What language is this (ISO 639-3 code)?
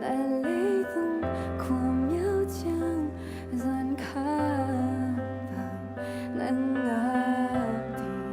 ctd